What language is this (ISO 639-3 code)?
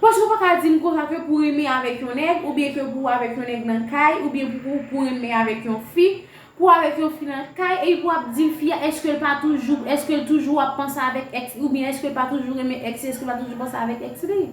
hat